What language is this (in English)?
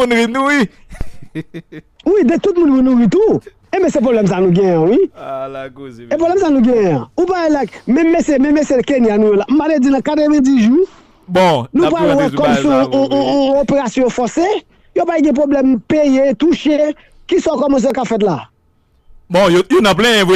Haitian Creole